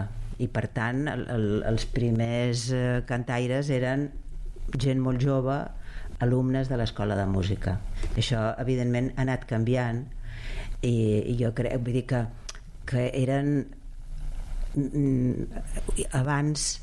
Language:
Catalan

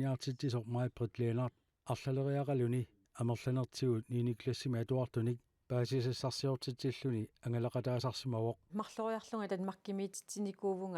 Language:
Kalaallisut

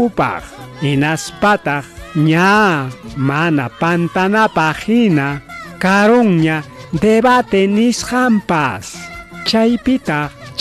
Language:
Ayacucho Quechua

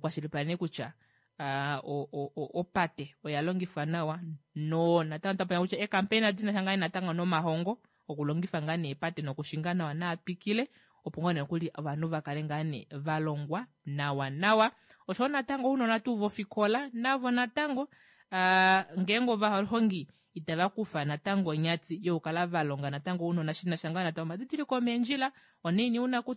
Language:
Kuanyama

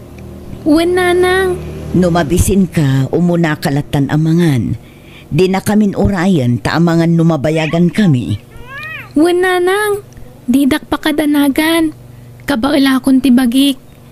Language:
Iloko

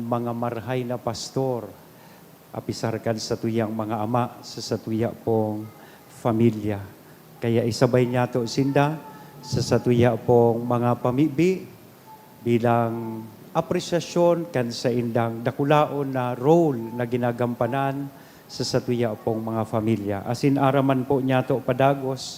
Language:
Bikol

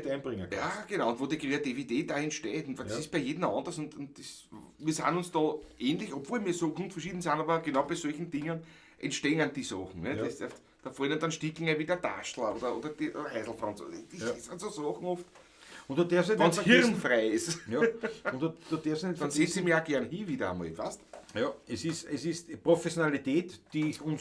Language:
Bavarian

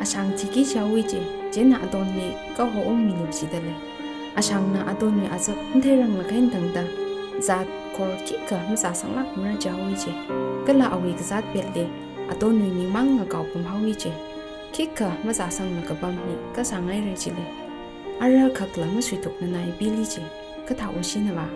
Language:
Tangkhul Naga (India)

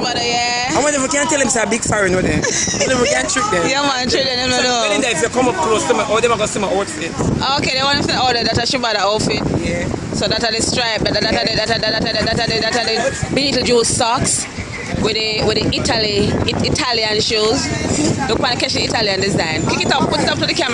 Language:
Jamaican Creole English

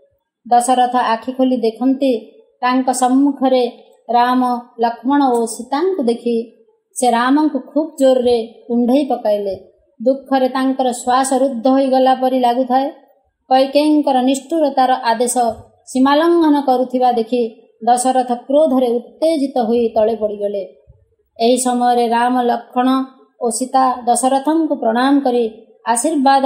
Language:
Odia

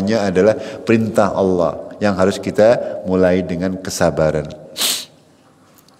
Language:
Indonesian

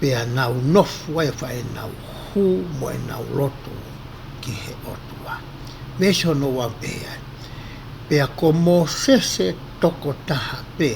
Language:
Tongan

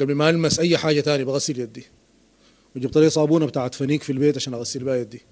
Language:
Sudanese Arabic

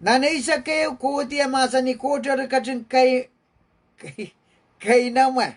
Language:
Pohnpeian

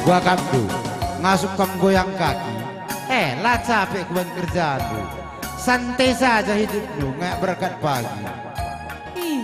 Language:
Batak Karo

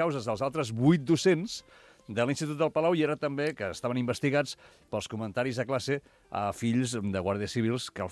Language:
Catalan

